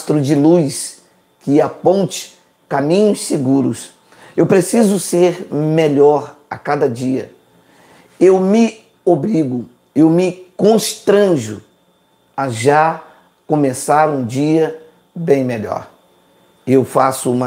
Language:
Portuguese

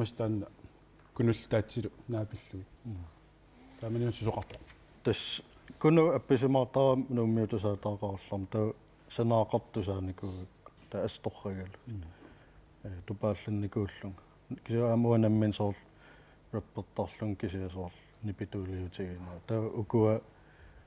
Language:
Kalaallisut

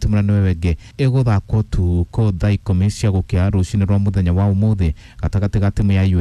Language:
Kikuyu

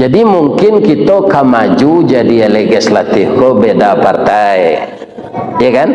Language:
Minangkabau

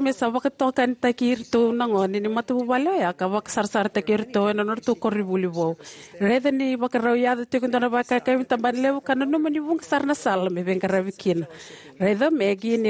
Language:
Fijian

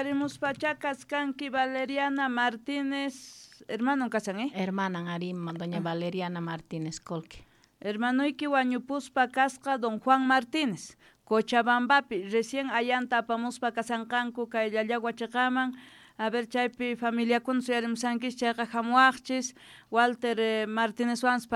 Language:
South Bolivian Quechua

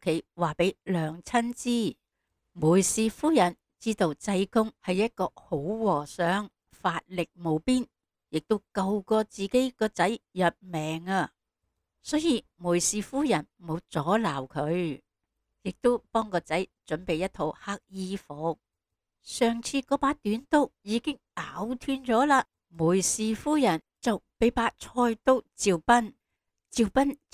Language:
Cantonese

